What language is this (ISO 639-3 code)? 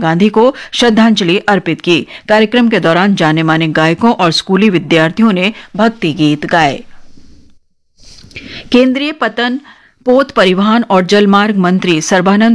hin